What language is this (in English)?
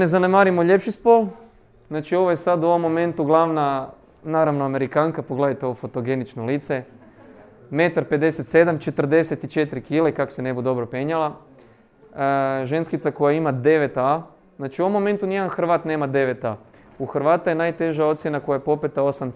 Croatian